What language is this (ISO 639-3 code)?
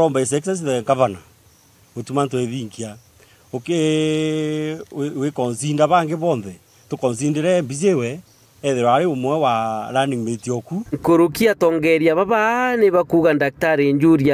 mer